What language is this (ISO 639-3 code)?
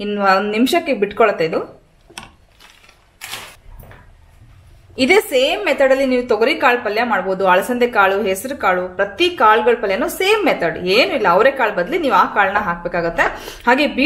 kan